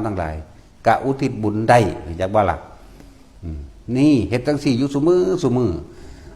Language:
Northeastern Thai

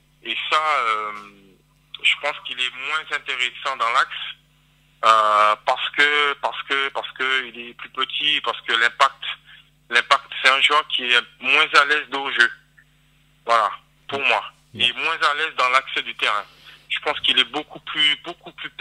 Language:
French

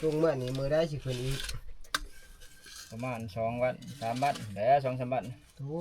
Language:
Northeastern Thai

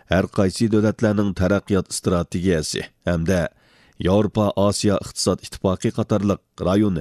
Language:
Uyghur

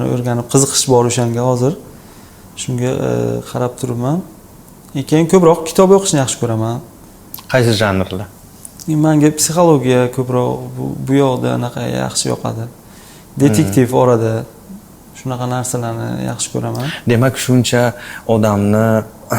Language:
Uzbek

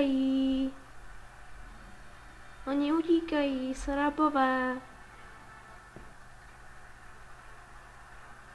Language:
Czech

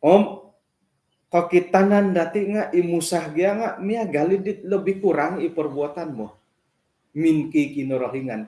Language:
Central Dusun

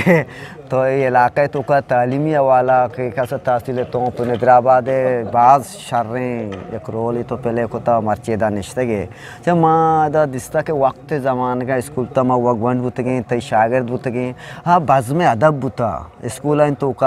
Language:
Eastern Balochi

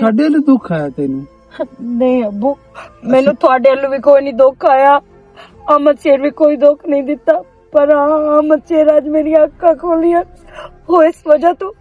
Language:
Western Panjabi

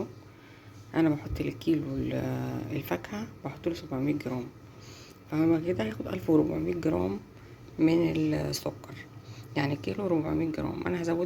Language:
Egyptian Arabic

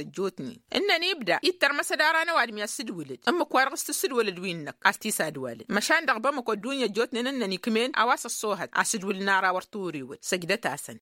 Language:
Tamasheq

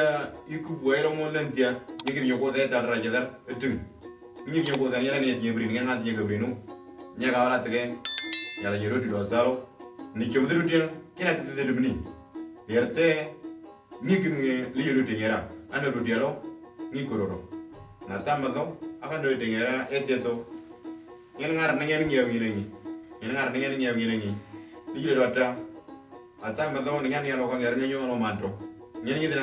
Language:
Moro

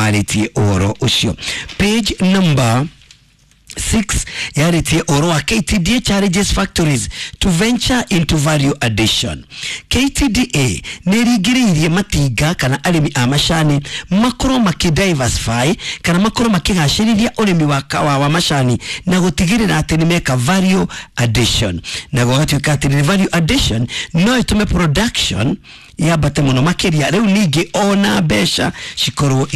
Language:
Kikuyu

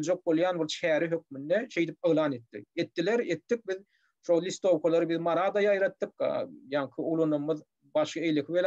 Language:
Turkmen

